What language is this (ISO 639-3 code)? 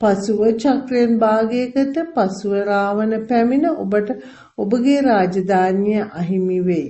sin